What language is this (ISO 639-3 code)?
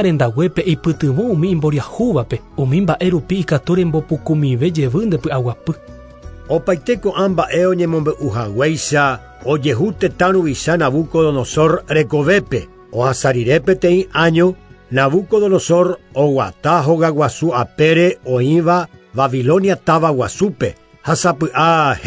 grn